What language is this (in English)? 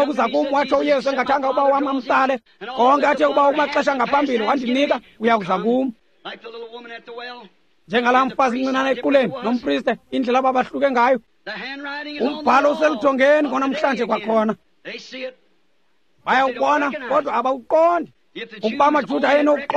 Xhosa